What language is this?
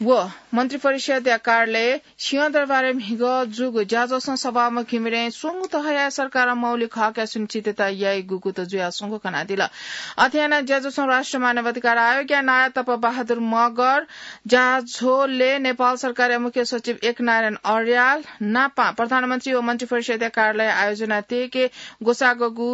Newari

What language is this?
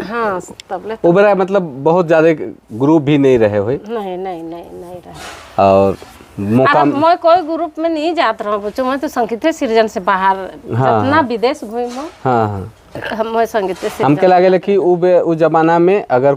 Sadri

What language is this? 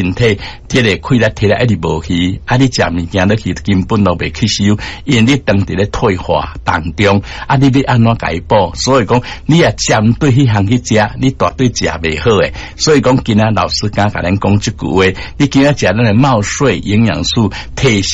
Min Nan Chinese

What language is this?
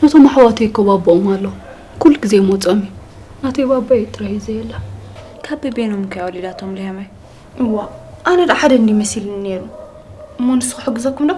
Tigrinya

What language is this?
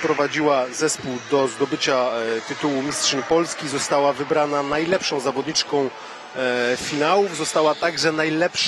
Polish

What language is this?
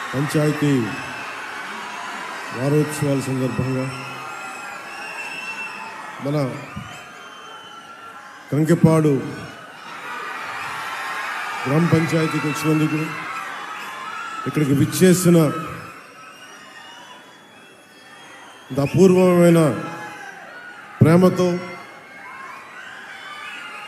Telugu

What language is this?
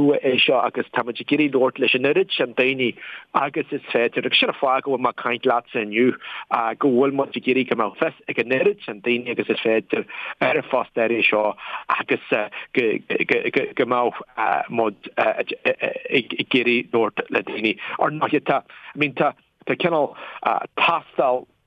Irish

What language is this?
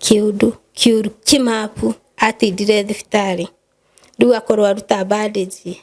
Kikuyu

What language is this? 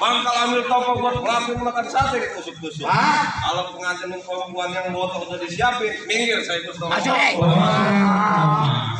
Betawi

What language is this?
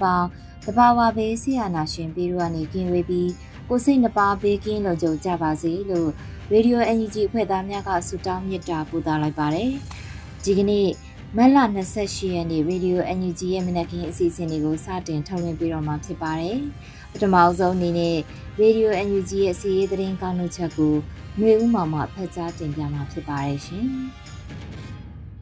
Burmese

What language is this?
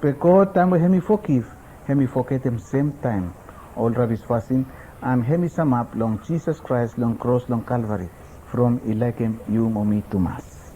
Bislama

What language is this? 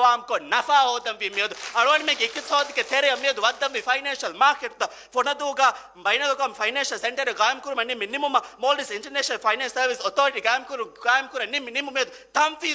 Divehi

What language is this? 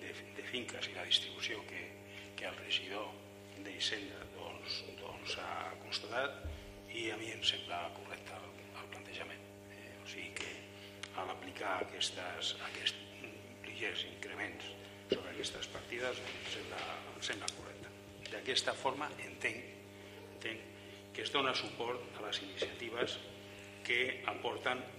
Catalan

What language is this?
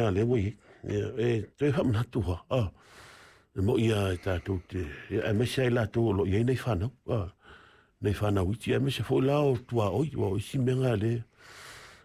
Samoan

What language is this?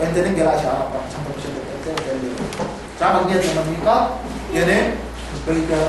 Yakan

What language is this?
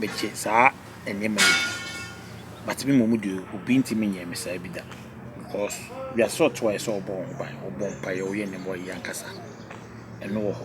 Akan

